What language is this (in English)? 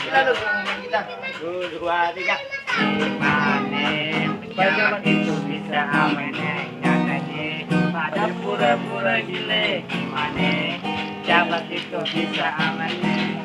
Betawi